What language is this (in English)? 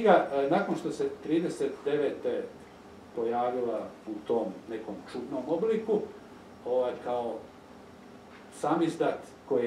Croatian